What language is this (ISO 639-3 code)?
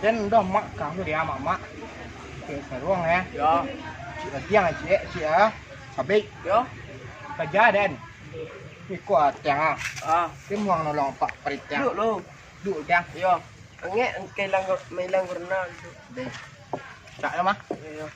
min